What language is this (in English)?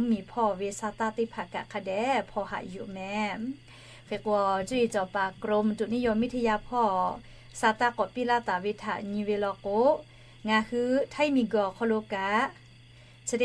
Lahu